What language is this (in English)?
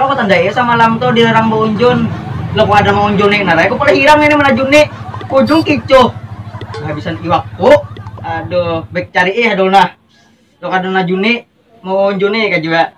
Banjar